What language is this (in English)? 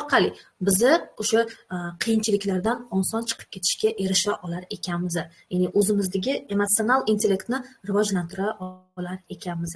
Uzbek